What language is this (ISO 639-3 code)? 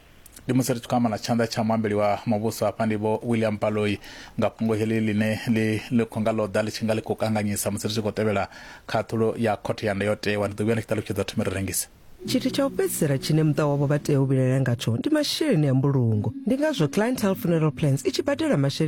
ven